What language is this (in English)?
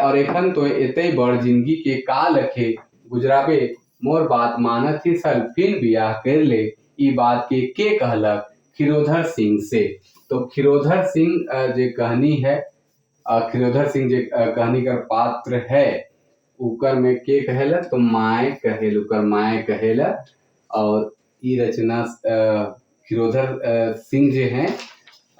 Sadri